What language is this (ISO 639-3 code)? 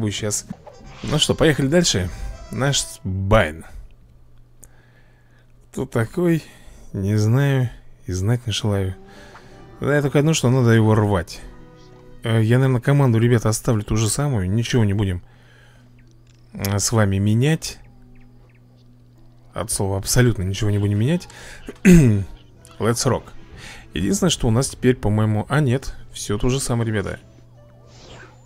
rus